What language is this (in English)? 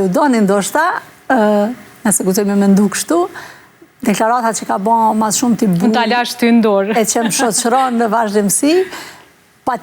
Albanian